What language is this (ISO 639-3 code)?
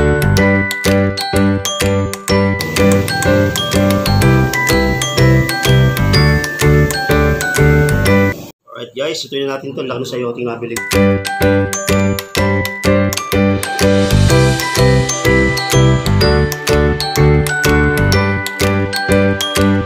fil